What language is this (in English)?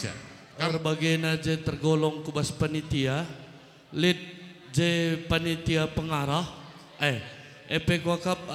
Batak Karo